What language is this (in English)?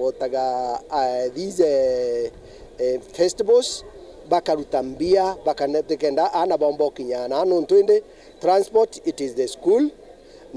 Meru